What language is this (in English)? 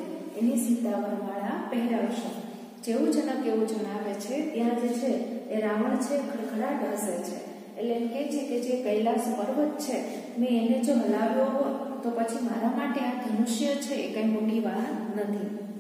Gujarati